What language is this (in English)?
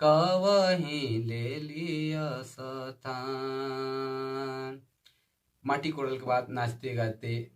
Sadri